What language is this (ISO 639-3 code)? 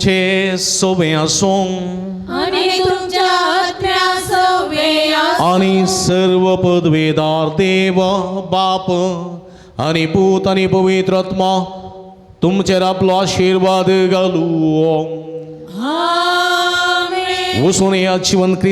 kok